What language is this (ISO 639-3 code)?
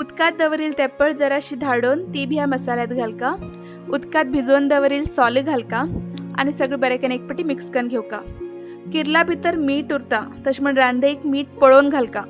kok